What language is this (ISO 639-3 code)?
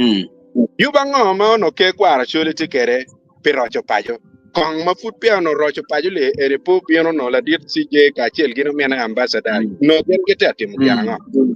ach